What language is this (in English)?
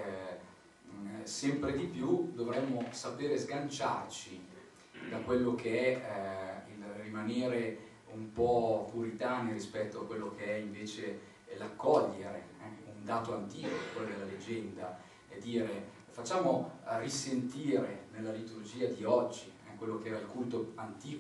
Italian